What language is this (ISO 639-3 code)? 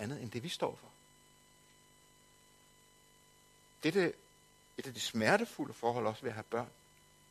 dan